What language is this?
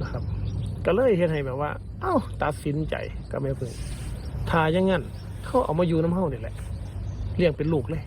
Northeastern Thai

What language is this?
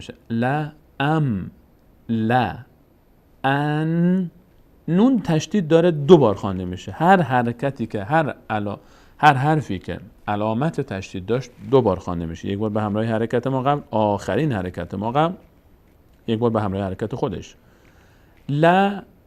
Persian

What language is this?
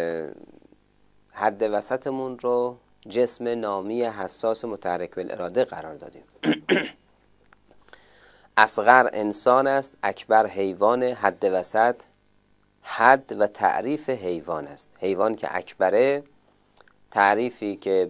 Persian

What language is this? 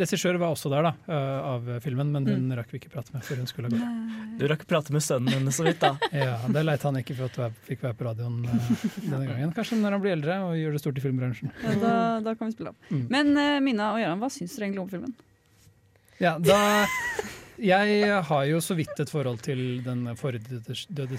Norwegian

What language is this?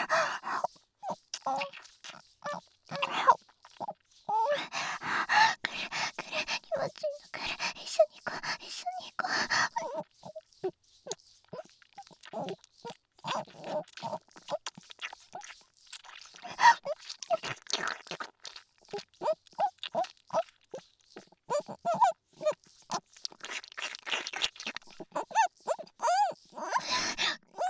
Japanese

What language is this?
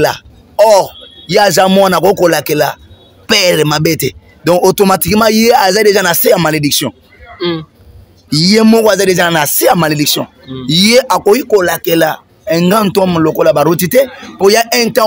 Lingala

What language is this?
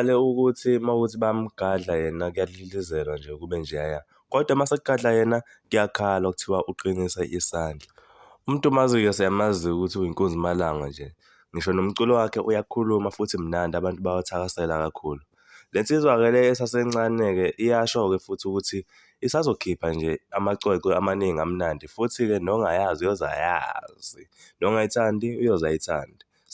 Zulu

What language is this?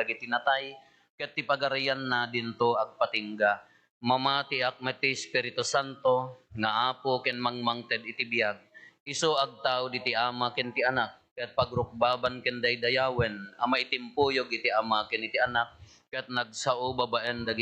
Iloko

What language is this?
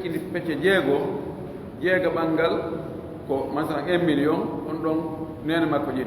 Pular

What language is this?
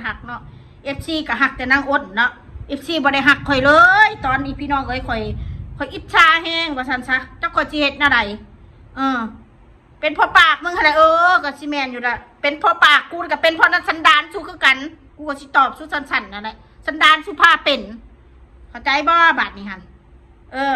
Northeastern Thai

